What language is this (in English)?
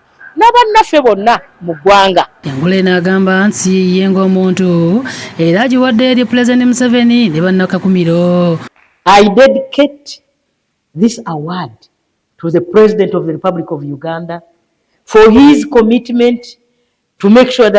Ganda